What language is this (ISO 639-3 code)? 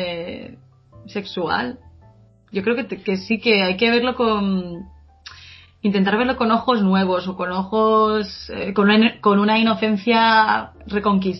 spa